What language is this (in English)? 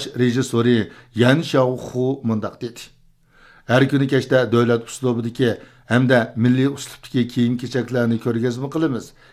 Uyghur